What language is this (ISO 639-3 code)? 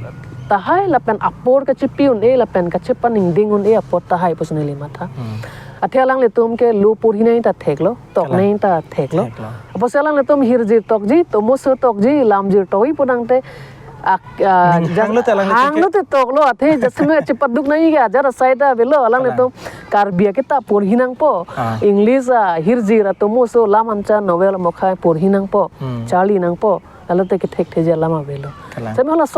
mjw